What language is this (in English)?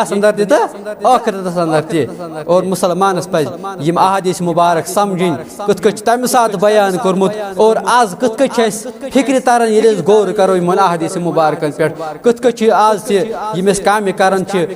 Kashmiri